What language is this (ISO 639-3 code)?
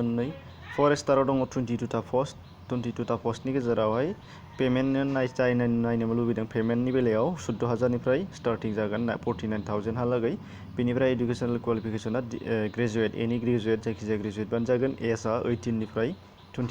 brx